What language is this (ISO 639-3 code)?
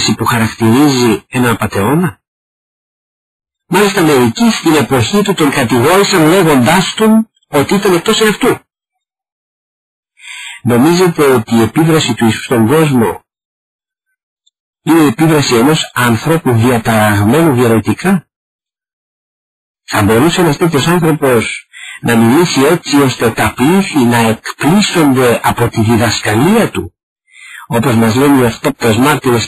ell